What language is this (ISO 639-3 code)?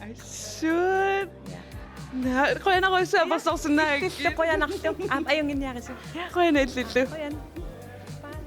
kal